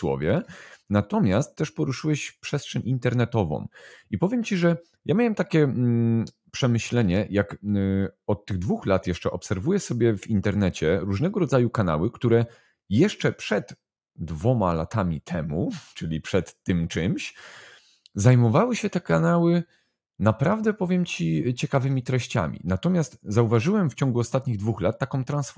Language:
Polish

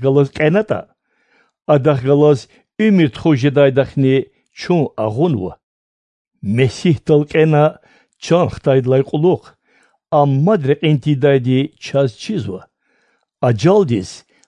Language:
Lezghian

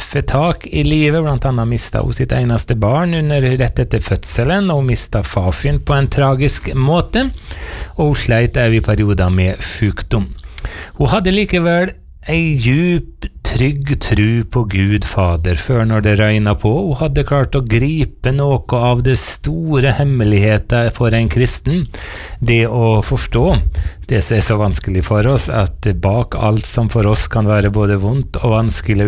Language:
Norwegian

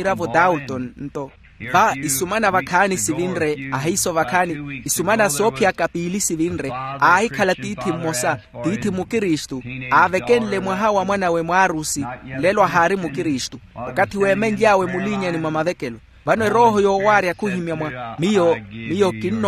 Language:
Makhuwa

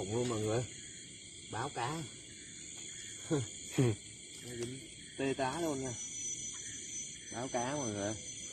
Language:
Vietnamese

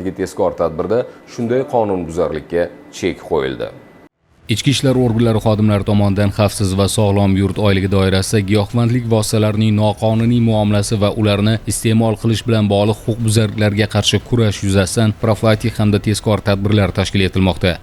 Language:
Uzbek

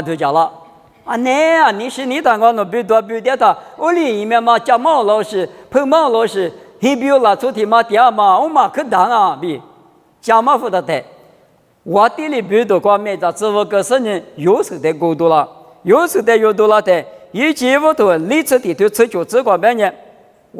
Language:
Lisu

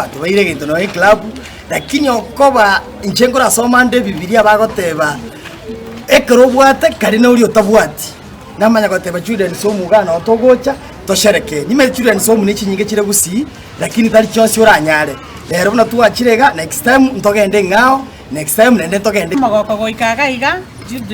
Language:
Gusii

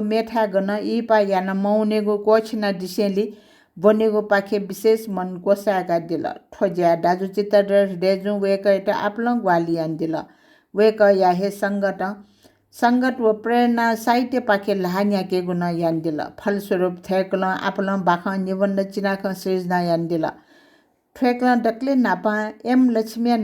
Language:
Newari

